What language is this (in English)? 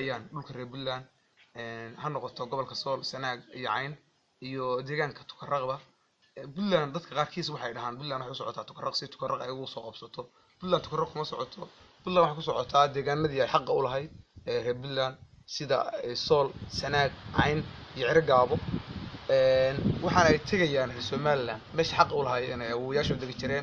Somali